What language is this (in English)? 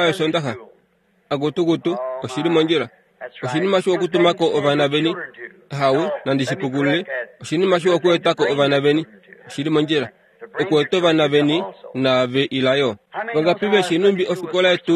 Kuanyama